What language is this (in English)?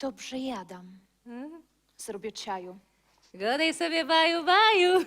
Silesian